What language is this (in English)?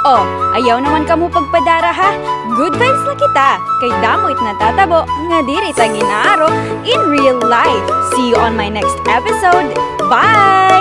Waray